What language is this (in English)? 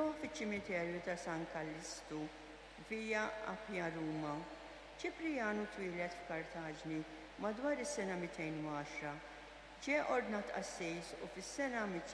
Maltese